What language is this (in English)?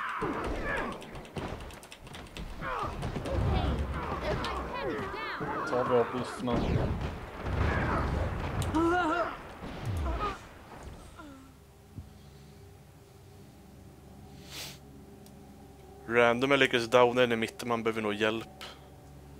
Swedish